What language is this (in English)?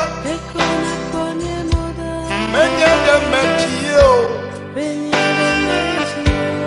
Ewe